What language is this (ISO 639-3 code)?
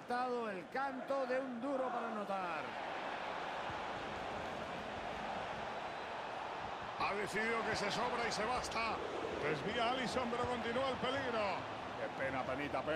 spa